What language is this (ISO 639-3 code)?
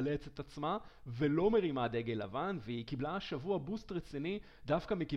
heb